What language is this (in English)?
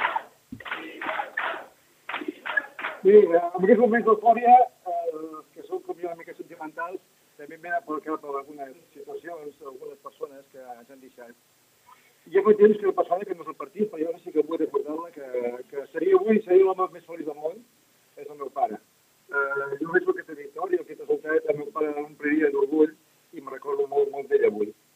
Catalan